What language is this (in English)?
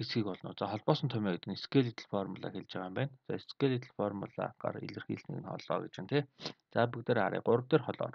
Mongolian